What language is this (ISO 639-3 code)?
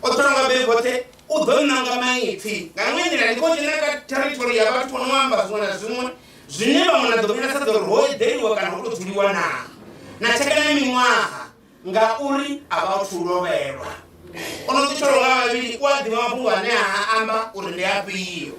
ven